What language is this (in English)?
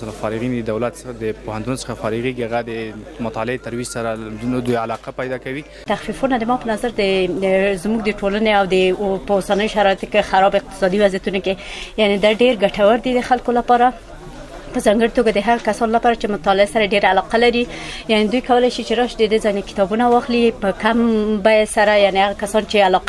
Pashto